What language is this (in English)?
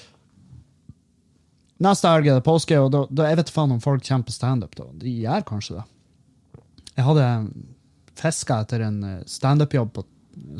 Norwegian